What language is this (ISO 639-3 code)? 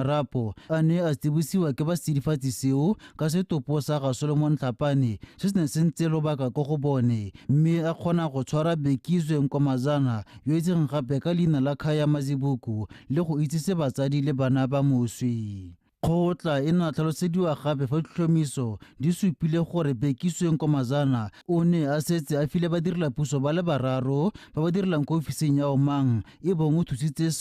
tsn